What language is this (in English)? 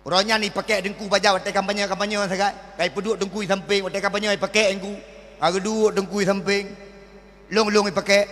Achinese